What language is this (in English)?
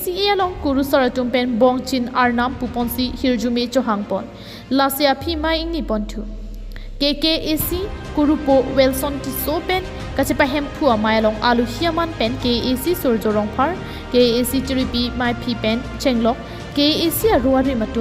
Karbi